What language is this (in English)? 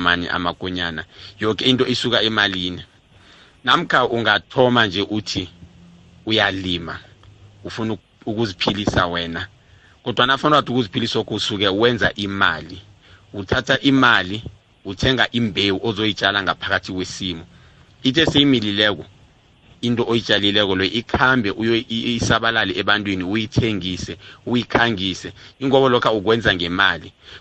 South Ndebele